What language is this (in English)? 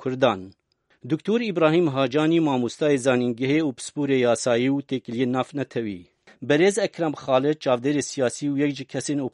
Kurdish